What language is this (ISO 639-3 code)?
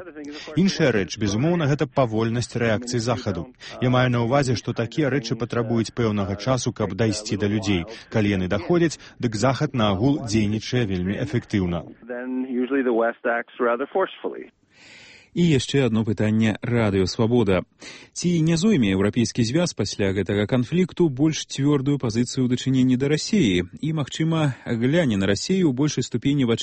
bel